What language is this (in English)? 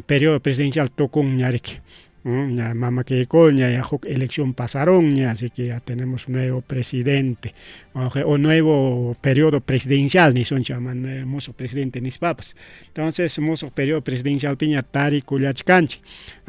Ayacucho Quechua